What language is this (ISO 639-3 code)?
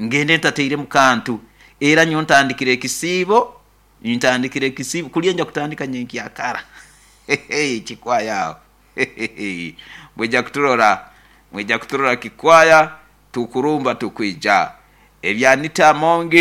nyo